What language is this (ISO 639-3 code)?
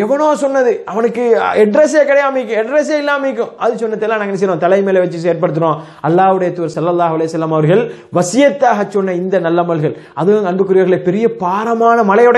tam